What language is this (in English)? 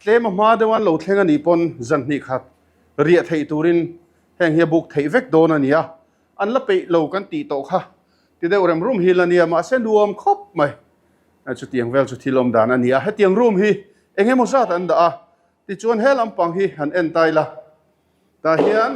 Mizo